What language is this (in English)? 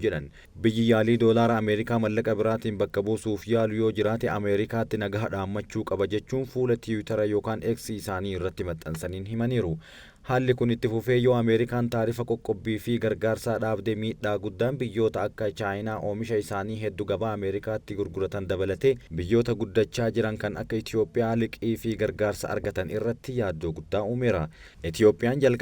Oromo